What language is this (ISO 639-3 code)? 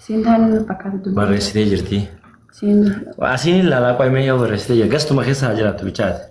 orm